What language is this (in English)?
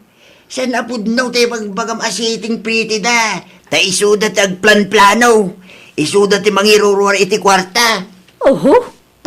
Iloko